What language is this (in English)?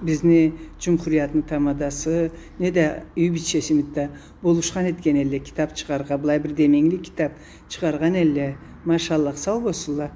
Karachay-Balkar